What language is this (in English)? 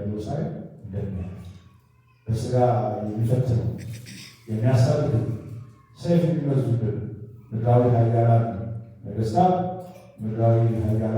Amharic